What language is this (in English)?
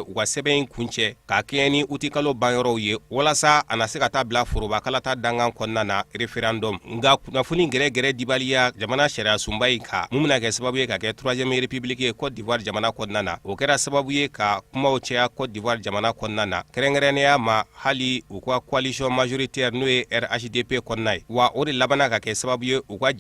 Bambara